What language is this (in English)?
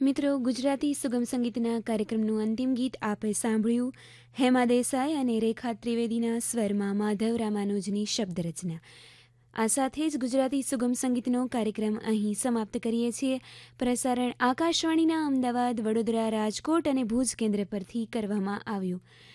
Gujarati